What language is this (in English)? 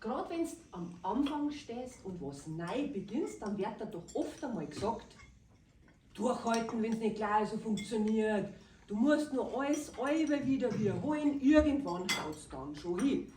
Bavarian